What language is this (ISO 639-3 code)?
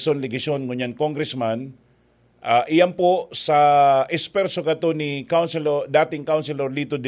bik